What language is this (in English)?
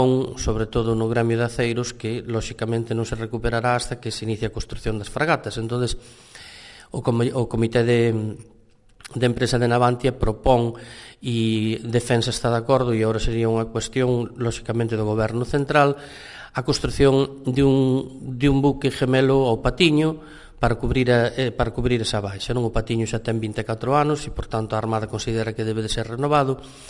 Galician